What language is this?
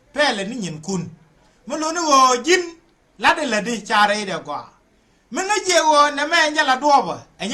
Nuer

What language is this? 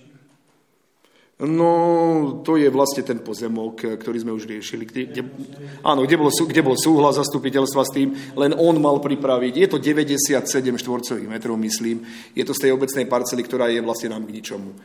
Slovak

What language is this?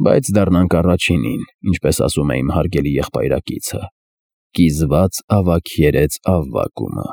Armenian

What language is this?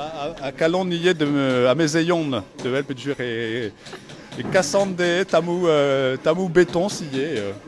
Breton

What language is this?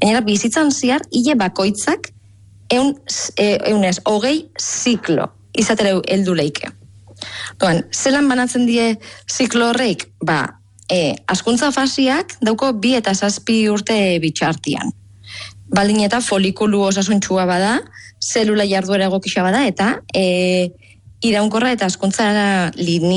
Basque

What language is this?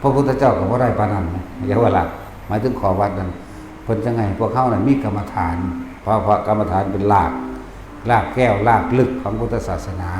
Lao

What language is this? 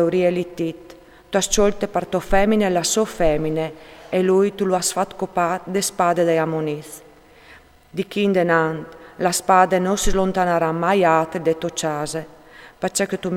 Friulian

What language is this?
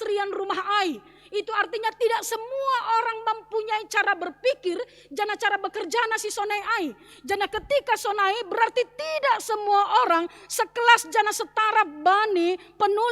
Batak Simalungun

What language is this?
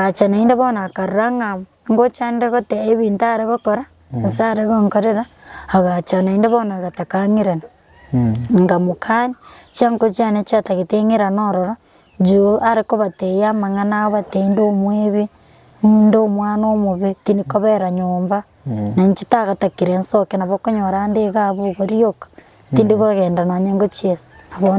Gusii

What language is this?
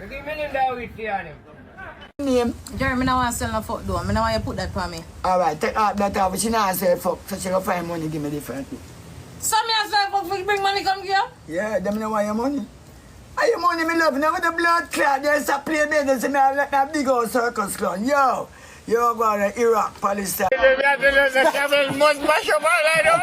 Jamaican Creole English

